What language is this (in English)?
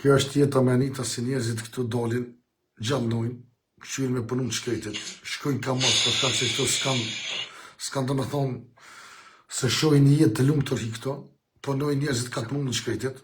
Albanian